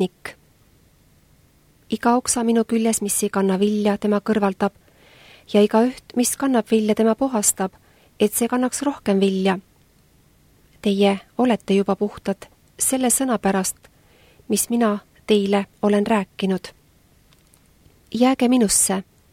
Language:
Estonian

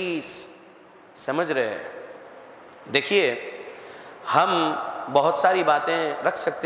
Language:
Urdu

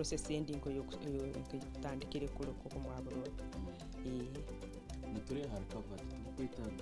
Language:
Nyankole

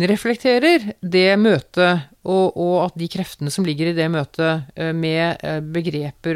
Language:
Norwegian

